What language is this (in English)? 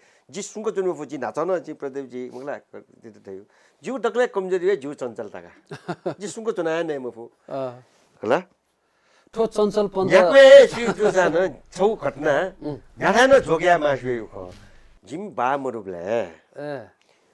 Newari